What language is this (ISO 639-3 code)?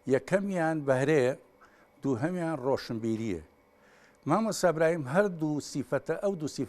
ckb